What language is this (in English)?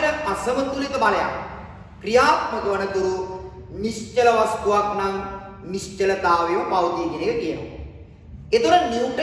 Sinhala